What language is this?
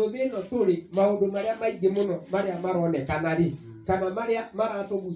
Kikuyu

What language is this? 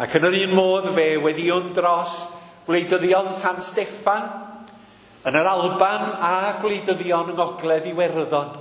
Welsh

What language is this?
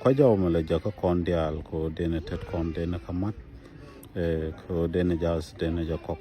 Nuer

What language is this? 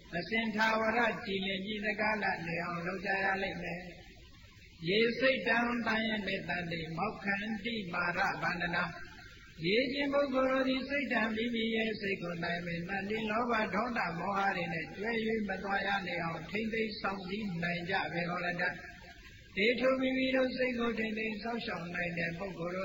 Burmese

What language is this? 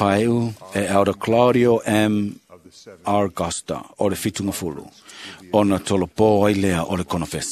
Samoan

